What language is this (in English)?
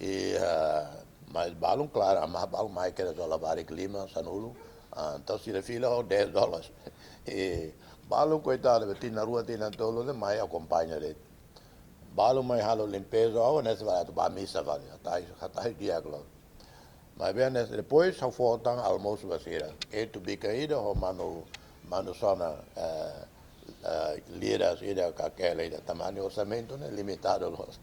Tetum